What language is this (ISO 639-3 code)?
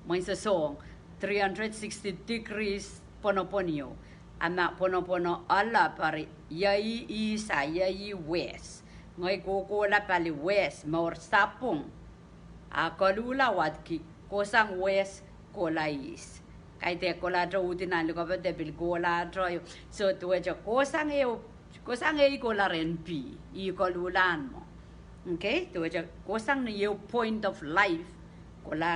pon